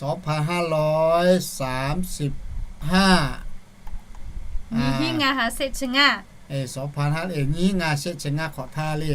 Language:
Lahu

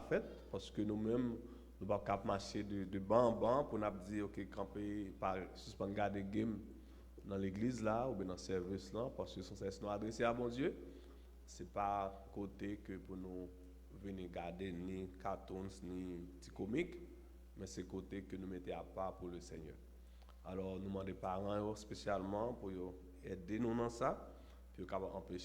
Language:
Haitian Creole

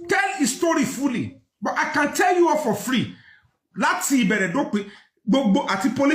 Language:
Yoruba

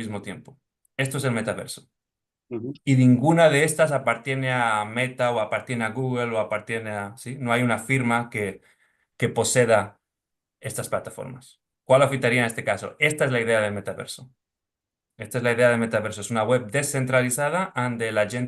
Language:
Ladino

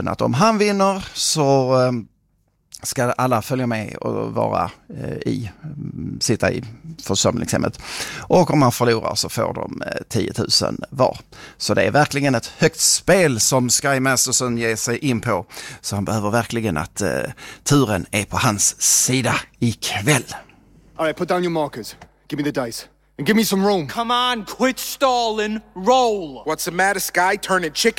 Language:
Swedish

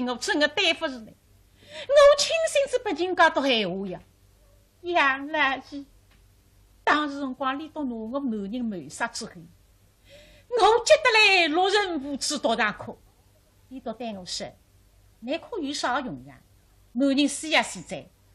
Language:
Wu Chinese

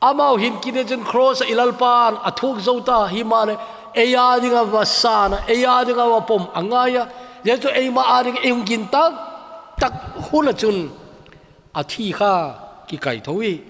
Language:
Thado Chin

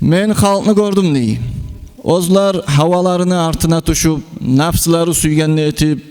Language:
Kumyk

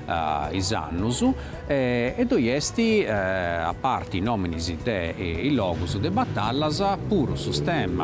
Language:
Sardinian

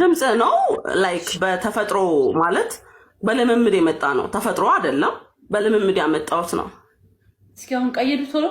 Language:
Amharic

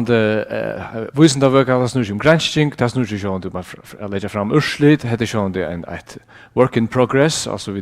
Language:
Faroese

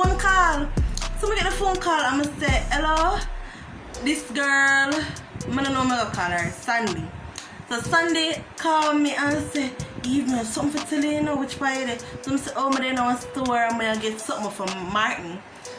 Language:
Jamaican Creole English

